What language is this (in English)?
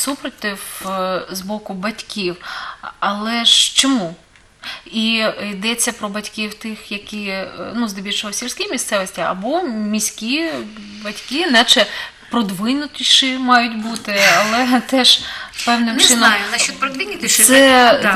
Ukrainian